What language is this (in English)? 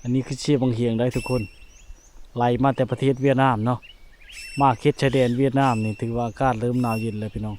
Lao